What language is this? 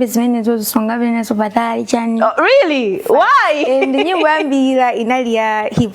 Nyanja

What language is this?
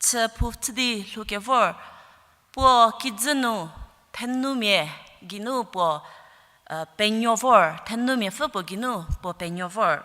Angami Naga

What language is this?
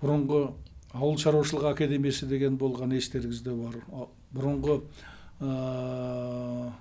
Kazakh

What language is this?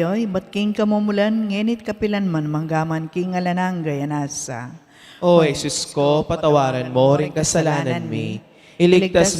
Pampanga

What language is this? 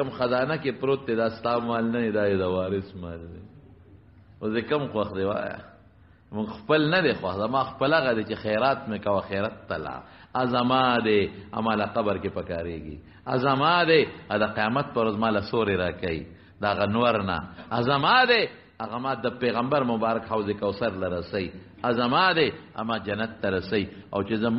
Pashto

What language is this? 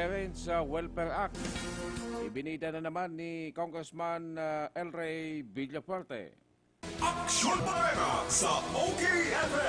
Bikol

